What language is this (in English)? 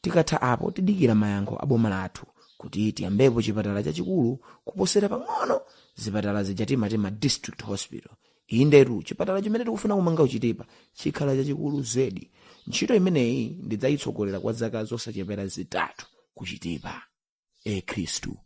Nyanja